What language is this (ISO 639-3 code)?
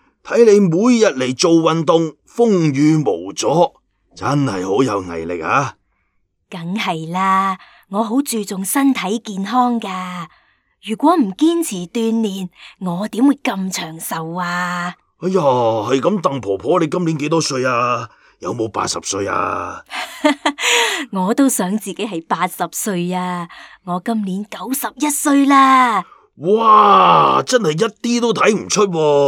yue